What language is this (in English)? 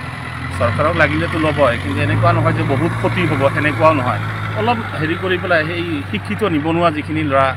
Assamese